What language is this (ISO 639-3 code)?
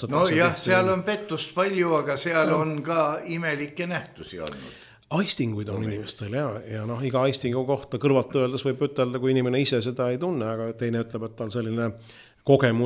est